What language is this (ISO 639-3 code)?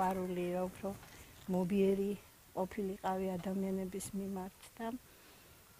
kat